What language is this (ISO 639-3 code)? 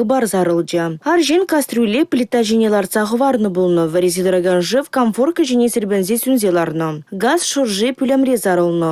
chv